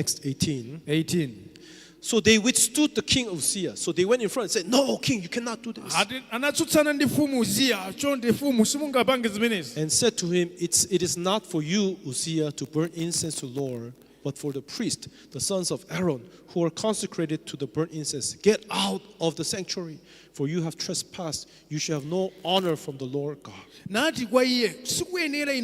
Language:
Nyanja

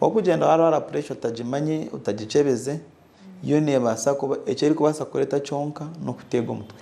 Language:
Nyankole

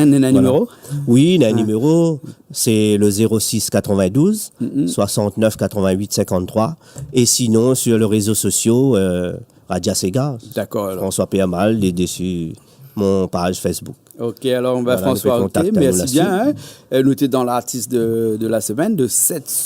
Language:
Réunion Creole French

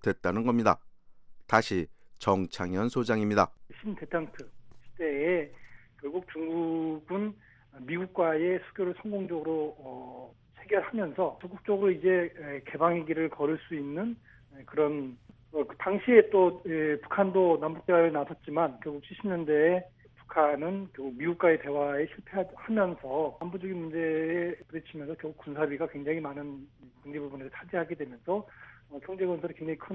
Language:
Korean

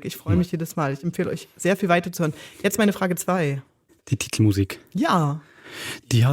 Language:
Swiss German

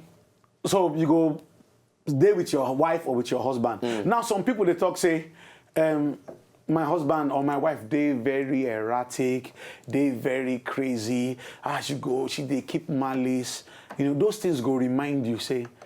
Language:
Nigerian Pidgin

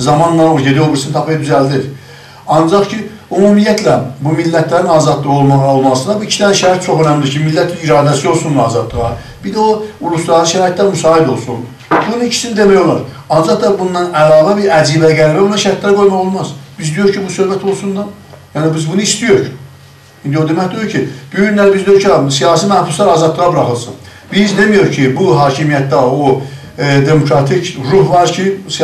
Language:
South Azerbaijani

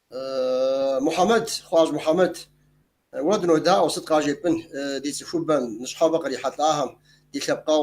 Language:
Kabardian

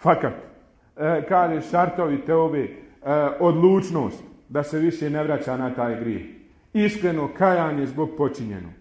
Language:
Bosnian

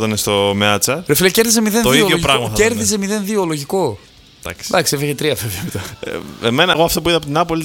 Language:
Greek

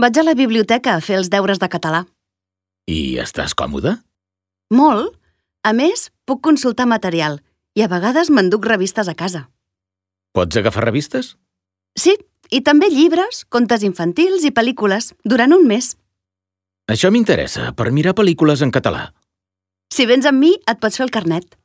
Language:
Catalan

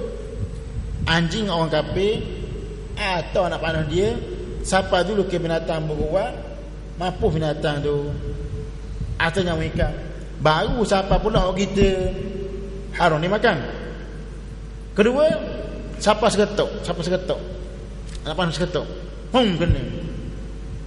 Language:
Malay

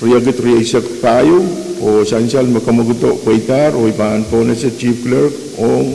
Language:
Pohnpeian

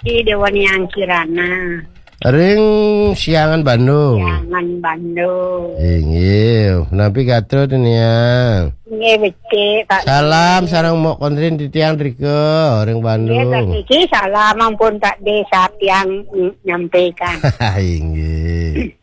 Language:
Balinese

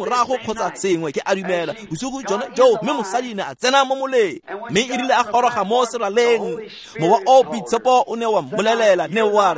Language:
Tswana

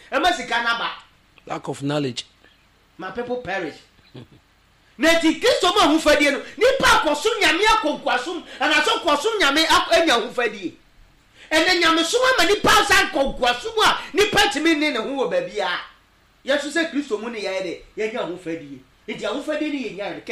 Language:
Akan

